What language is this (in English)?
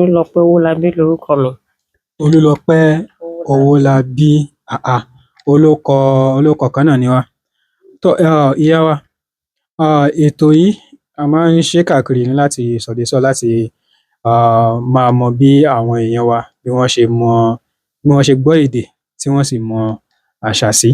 Yoruba